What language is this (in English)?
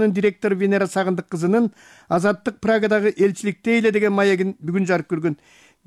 Kyrgyz